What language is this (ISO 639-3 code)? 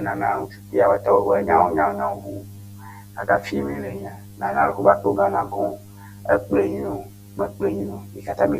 ewe